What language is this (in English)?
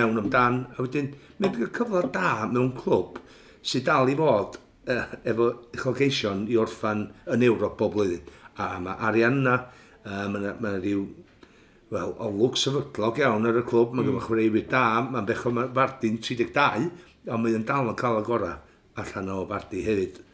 Welsh